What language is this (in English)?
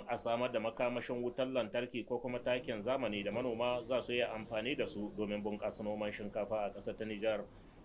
Hausa